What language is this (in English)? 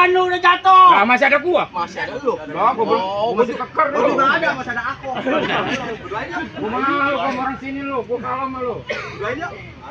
Betawi